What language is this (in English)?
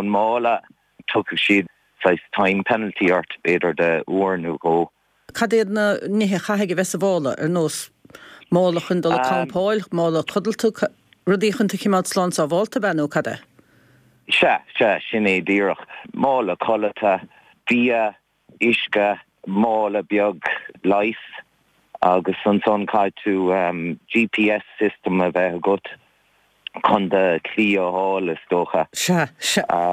Irish